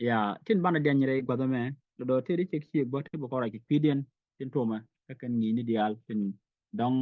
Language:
Nuer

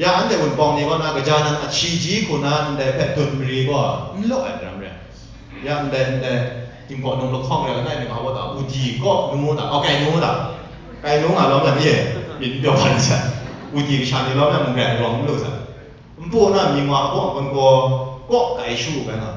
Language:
Kachin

